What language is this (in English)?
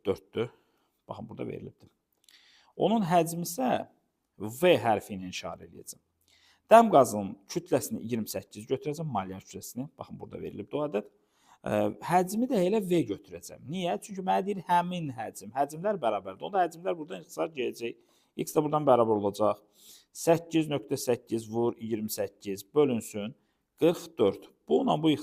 Azerbaijani